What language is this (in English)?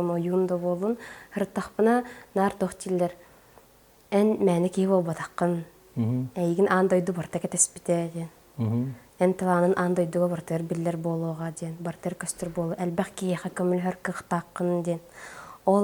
Yakut